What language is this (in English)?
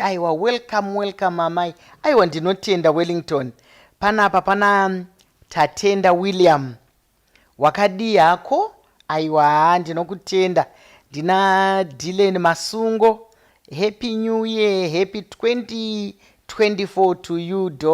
Shona